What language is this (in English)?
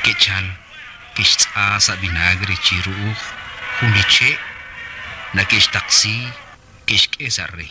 Kekchí